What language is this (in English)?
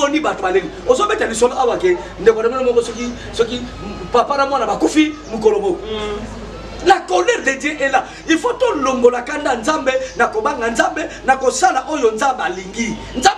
Lingala